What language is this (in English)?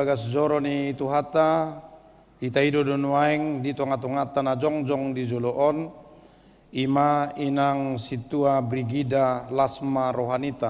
Batak Toba